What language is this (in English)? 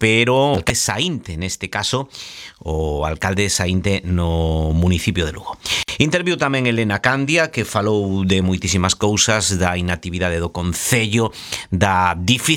Galician